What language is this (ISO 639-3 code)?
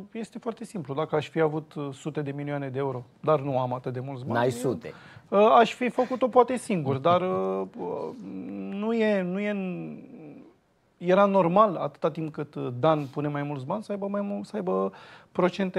ron